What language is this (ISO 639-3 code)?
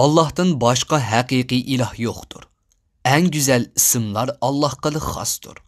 uig